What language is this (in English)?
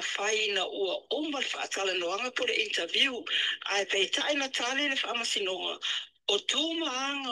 Samoan